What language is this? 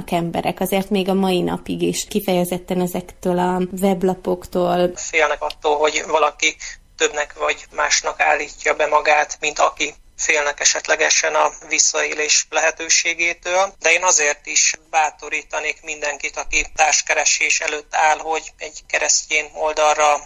Hungarian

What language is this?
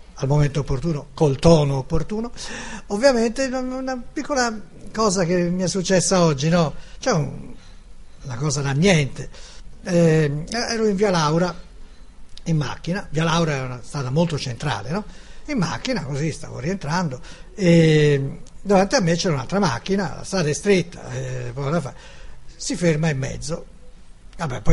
Italian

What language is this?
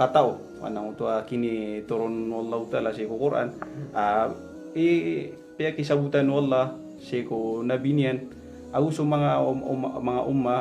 Maranao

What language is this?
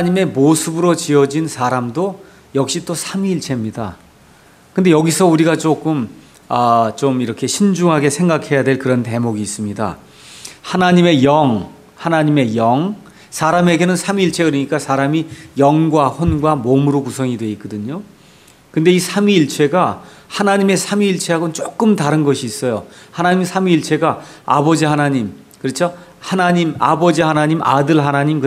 Korean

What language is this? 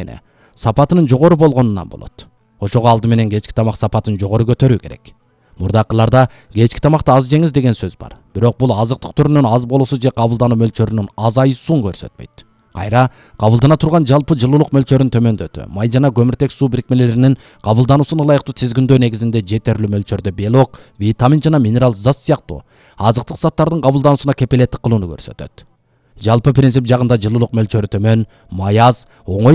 Kyrgyz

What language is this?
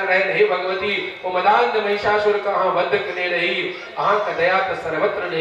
Maithili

